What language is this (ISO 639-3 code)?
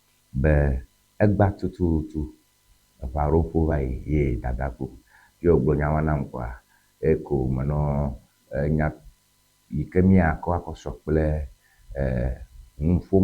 ewe